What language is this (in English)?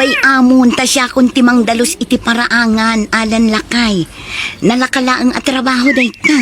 Iloko